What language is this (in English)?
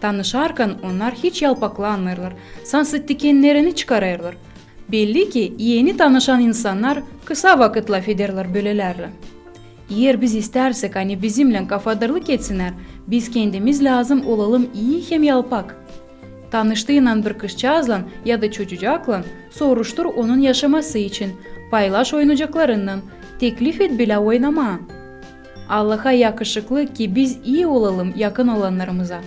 Gagauz